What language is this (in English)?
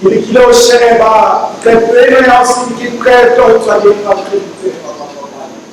Southern Sotho